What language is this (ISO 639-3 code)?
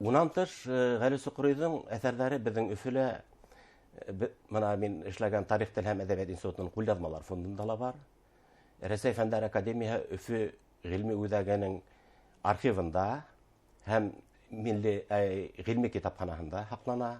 bak